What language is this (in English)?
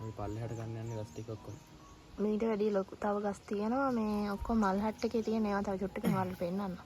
Sinhala